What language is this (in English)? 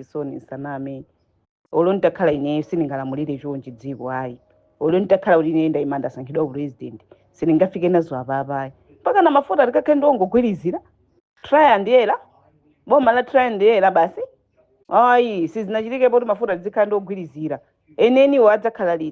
Nyanja